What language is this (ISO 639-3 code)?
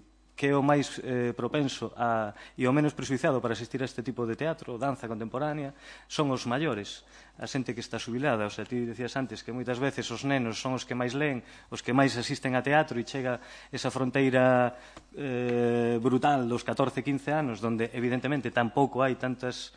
glg